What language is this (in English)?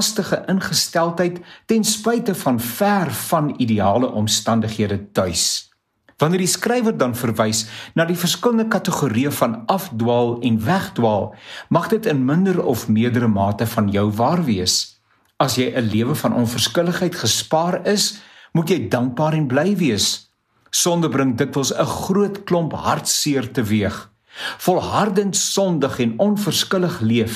Afrikaans